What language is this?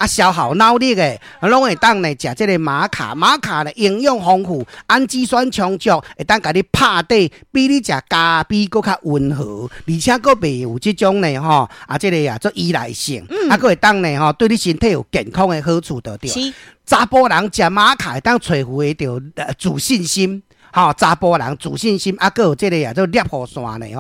Min Nan Chinese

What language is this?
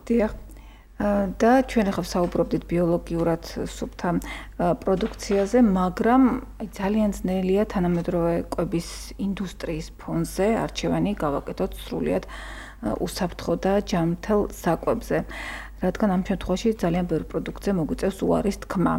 Georgian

